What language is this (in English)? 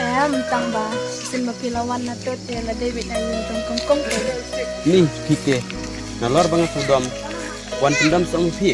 Khasi